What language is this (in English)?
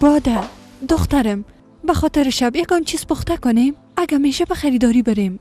Persian